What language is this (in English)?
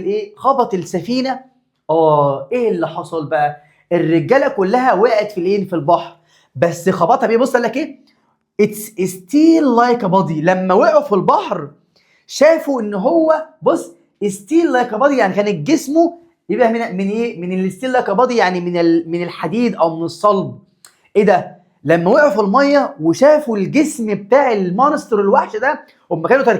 Egyptian Arabic